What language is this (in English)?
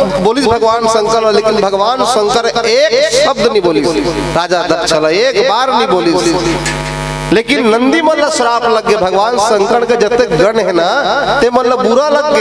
Chhattisgarhi